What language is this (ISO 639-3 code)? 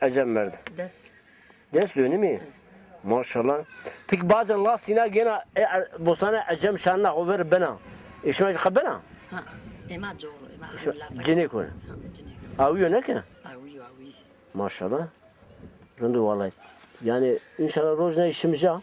zza